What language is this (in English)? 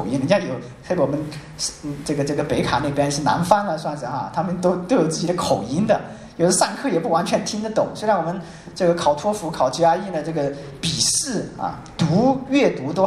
Chinese